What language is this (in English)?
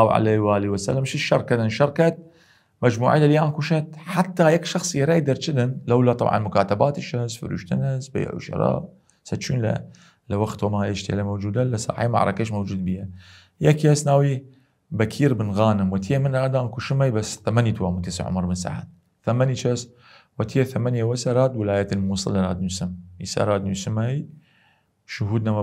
Southern Kurdish